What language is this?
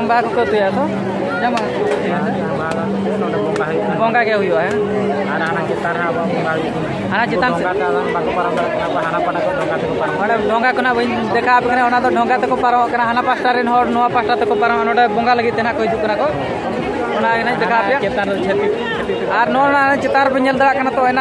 Santali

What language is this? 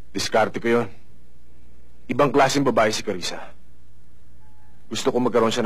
Filipino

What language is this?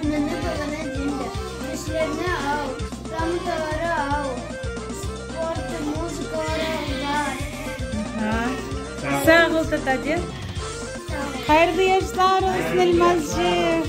Crimean Tatar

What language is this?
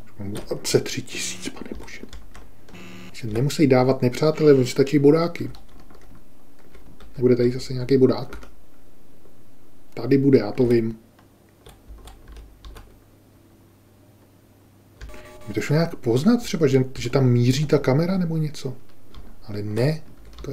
Czech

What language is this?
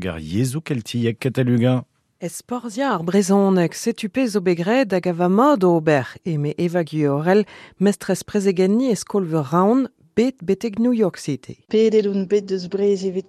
Breton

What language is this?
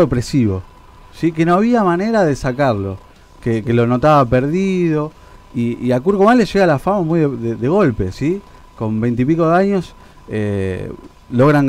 Spanish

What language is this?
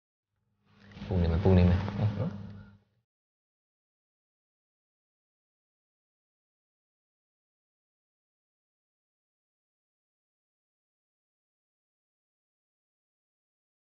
Burmese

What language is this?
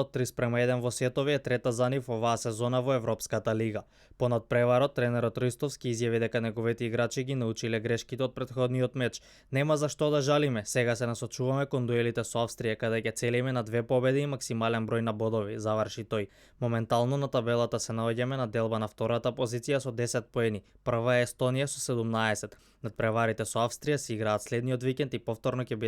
Macedonian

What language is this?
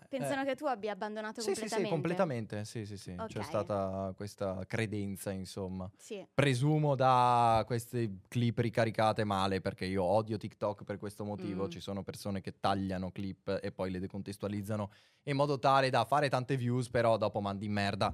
Italian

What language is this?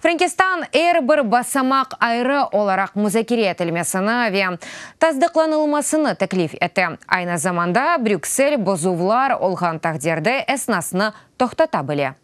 Crimean Tatar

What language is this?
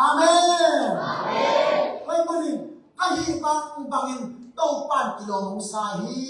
Tedim Chin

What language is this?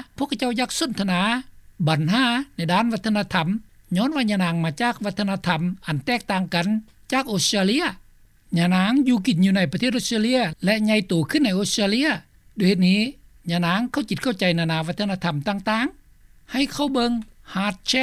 Lao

